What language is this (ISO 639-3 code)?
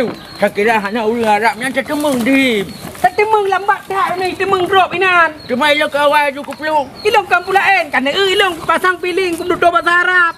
ace